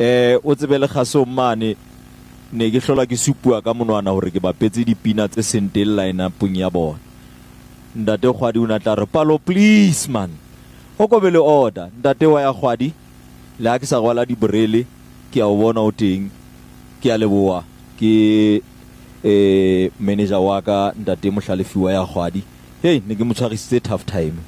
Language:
Southern Sotho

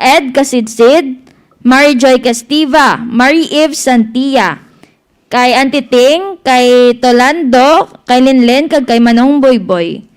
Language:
Hiligaynon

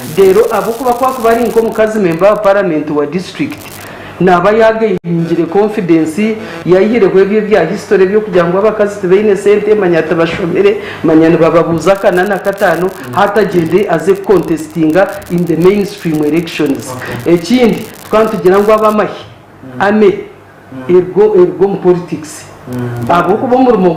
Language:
Nyankole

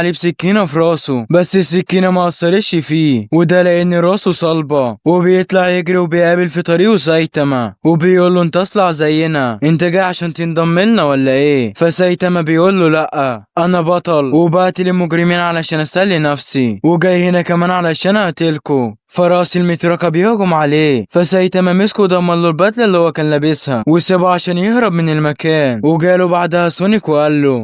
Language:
Egyptian Arabic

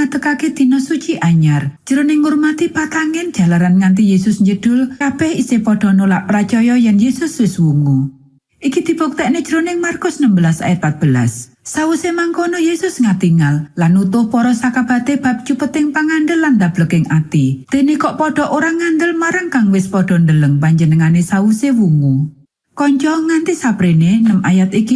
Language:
Javanese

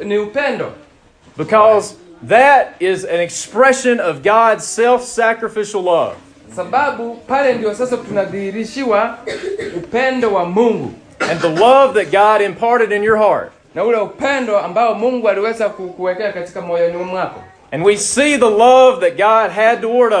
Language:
Swahili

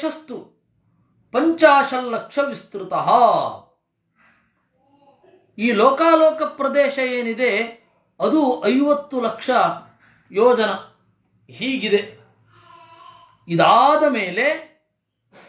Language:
Kannada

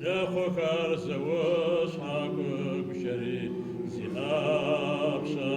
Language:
Adyghe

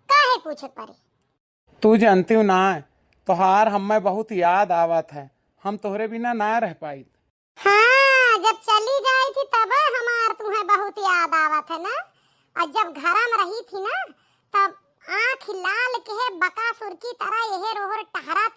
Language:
Awadhi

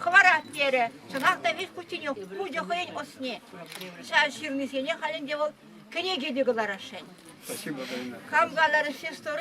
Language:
Chuvash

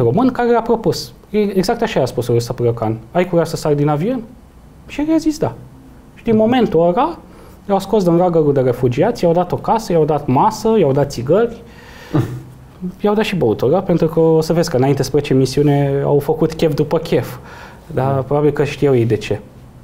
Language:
Romanian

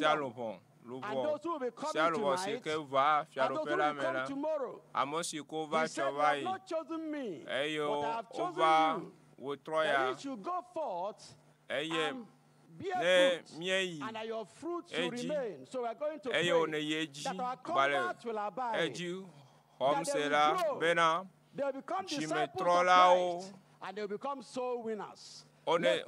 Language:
Ewe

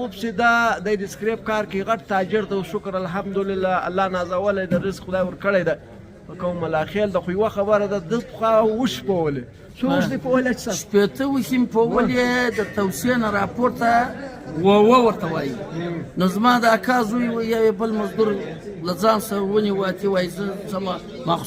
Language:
Pashto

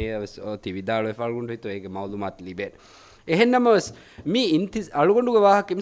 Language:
Divehi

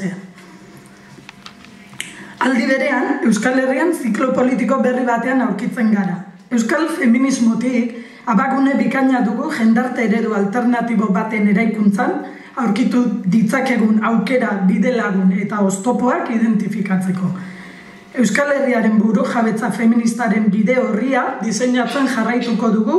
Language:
Basque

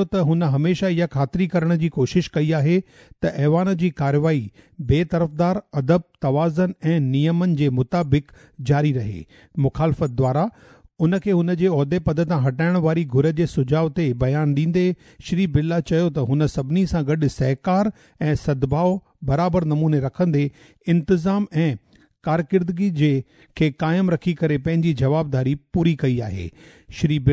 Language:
Sindhi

